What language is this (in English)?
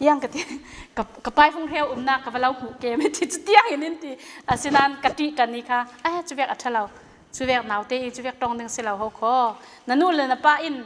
Falam Chin